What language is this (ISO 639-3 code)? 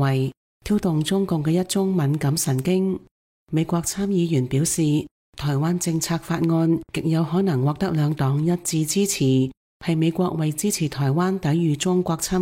yue